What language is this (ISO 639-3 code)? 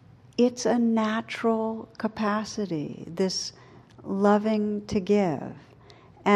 eng